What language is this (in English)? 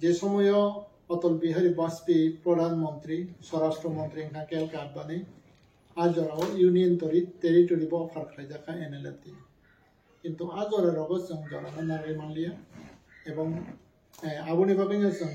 Kok Borok